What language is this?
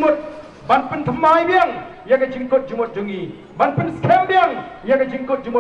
Khasi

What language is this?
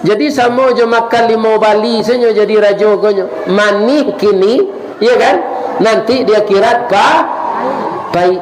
Minangkabau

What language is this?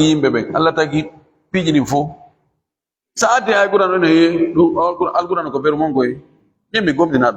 Fula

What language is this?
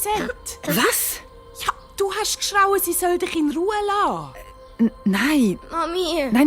Swiss German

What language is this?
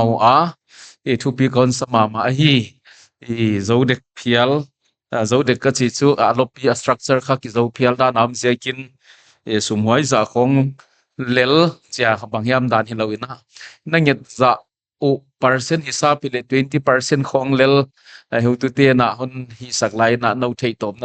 Paite Chin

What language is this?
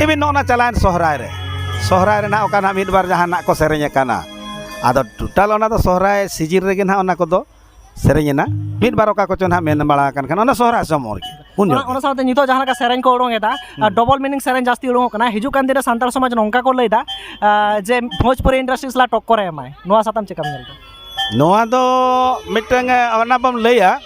Santali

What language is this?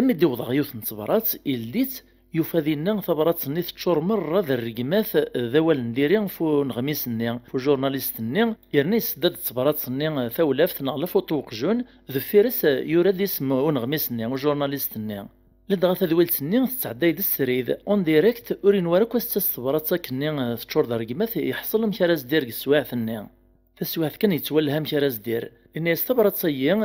Kabyle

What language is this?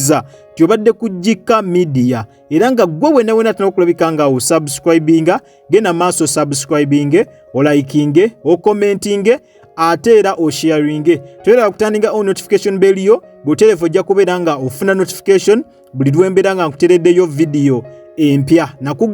Ganda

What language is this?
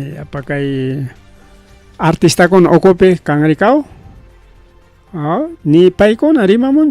Ayacucho Quechua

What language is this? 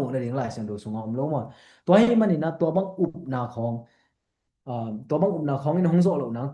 Tedim Chin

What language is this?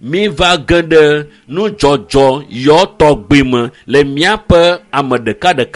Ewe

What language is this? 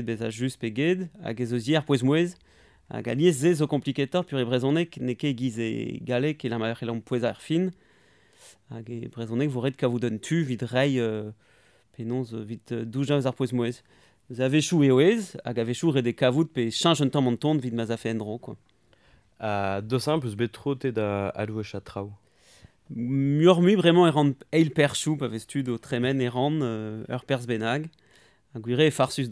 Breton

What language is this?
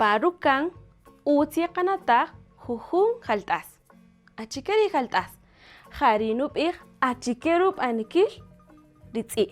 Kaqchikel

